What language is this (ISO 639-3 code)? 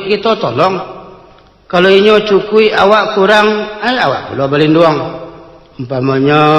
min